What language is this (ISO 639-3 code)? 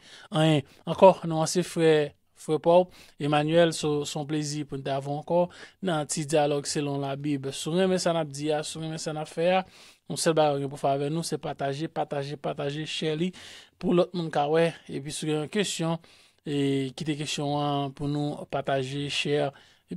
hat